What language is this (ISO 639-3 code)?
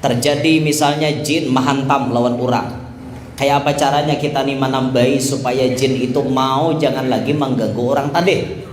bjn